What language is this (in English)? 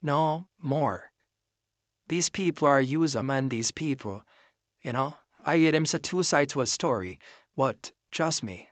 Jamaican Creole English